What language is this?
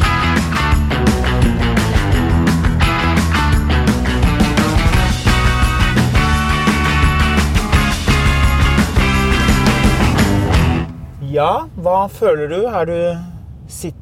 Norwegian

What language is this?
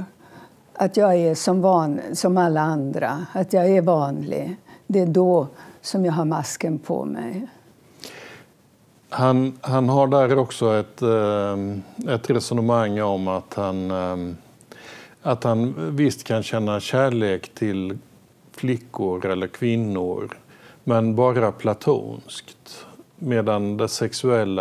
Swedish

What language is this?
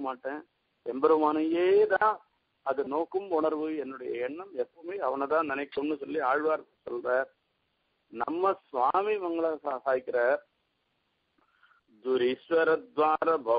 Tamil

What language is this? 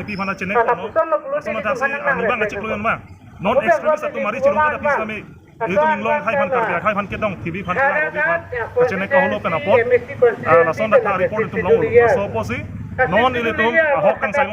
Karbi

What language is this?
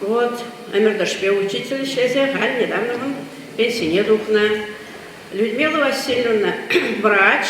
Chuvash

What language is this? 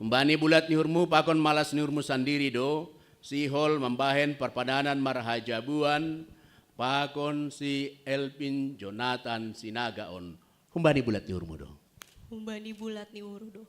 Batak Simalungun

